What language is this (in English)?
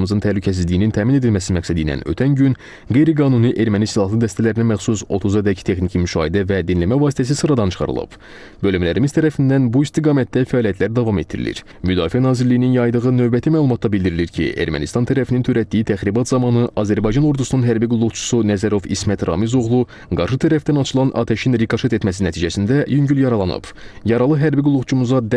Azerbaijani